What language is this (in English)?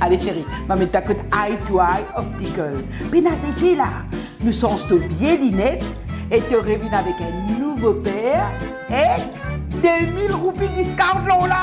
Morisyen